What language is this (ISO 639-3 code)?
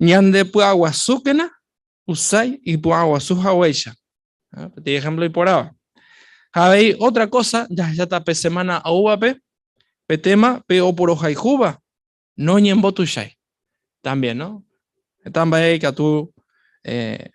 grn